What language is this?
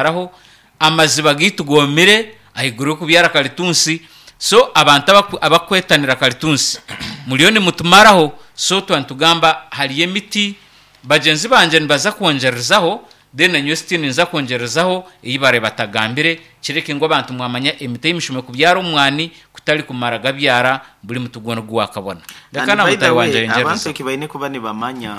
Nyankole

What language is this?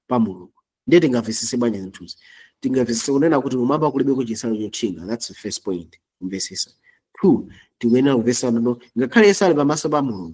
Nyanja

